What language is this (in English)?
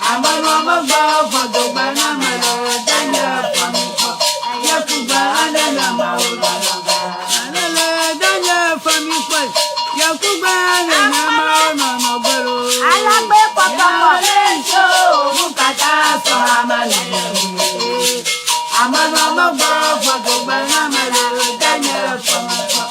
Ewe